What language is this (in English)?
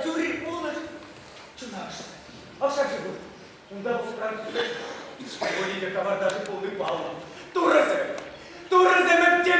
Chuvash